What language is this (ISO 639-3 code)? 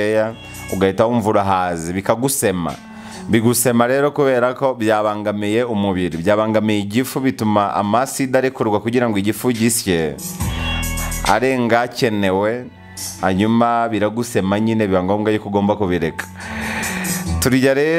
kin